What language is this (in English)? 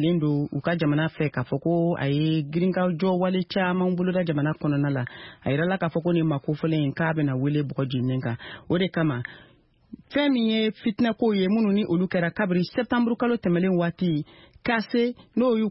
Bambara